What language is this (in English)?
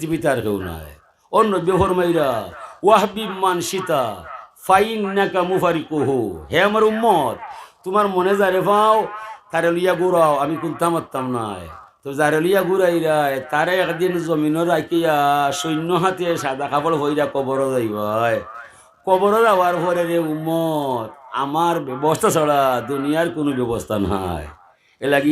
Sylheti